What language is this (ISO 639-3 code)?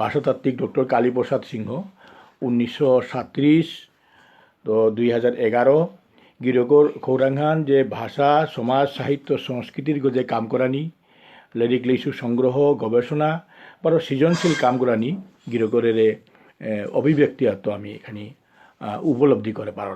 bpy